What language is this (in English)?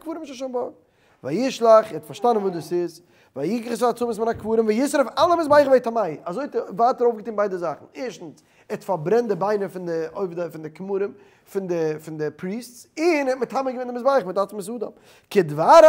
Yiddish